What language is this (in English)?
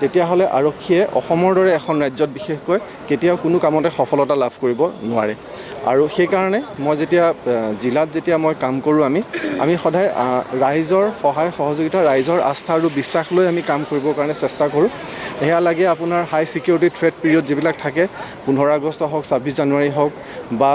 Assamese